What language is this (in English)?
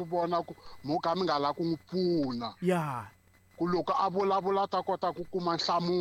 Tsonga